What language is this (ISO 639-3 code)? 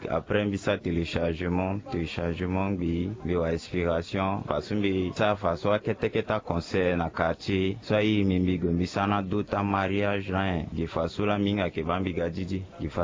sag